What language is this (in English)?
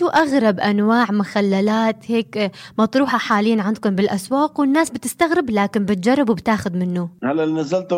North Levantine Arabic